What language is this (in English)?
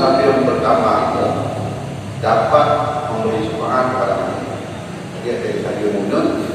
Achinese